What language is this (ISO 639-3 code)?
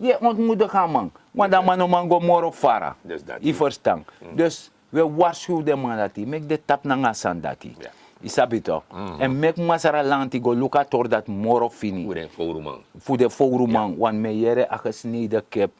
srn